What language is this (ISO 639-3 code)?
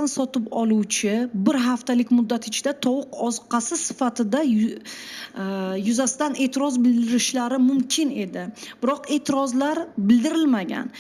uzb